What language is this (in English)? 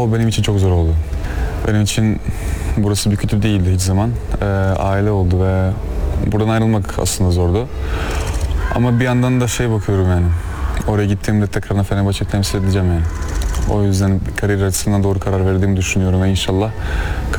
Turkish